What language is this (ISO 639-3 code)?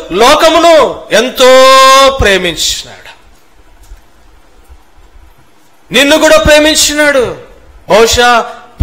tel